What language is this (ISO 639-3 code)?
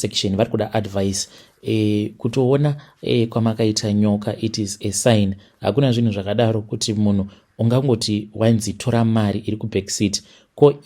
sna